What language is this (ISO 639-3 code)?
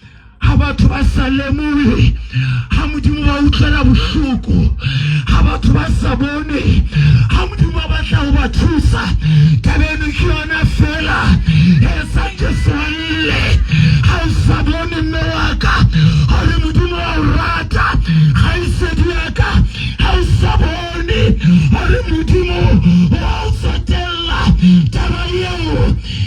sot